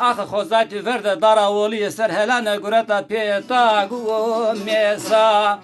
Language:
Zaza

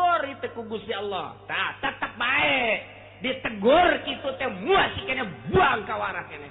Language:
Sundanese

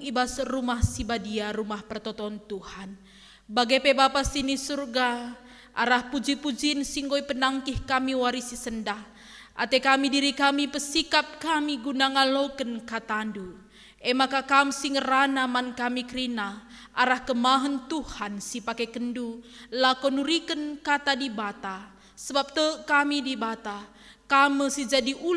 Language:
Batak Karo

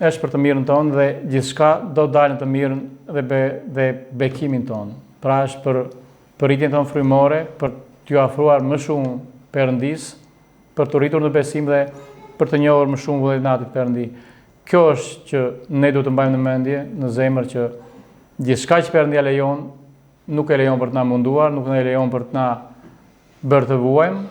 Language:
Albanian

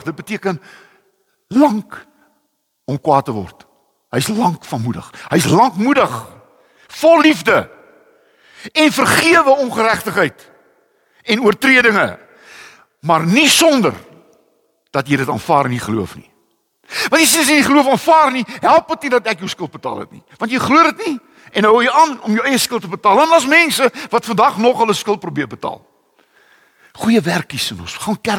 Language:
Afrikaans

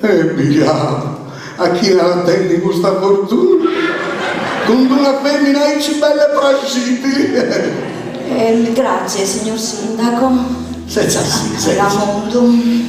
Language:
Sardinian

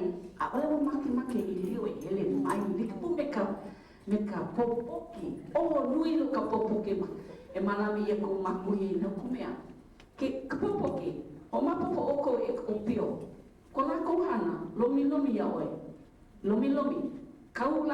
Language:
Hawaiian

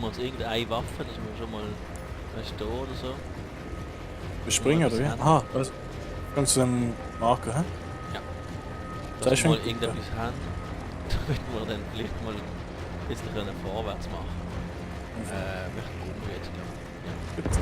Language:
Swiss German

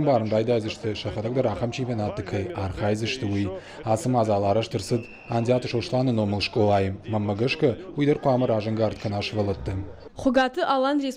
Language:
Ossetic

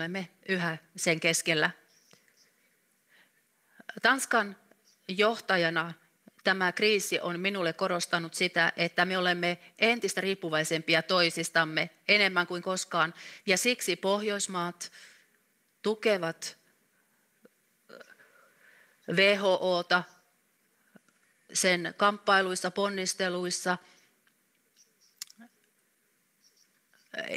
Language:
Finnish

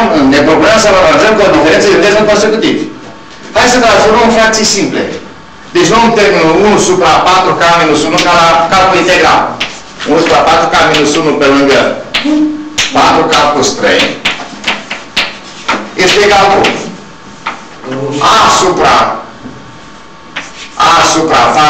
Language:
Romanian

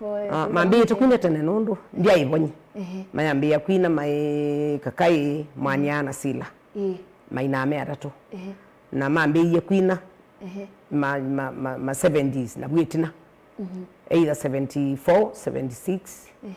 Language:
Kamba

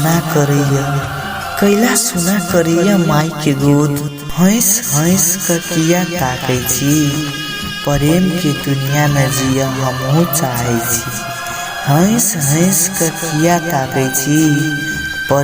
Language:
Maithili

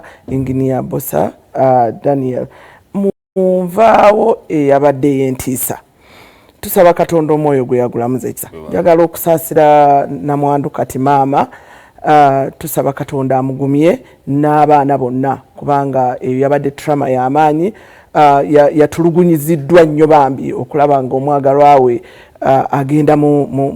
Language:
Ganda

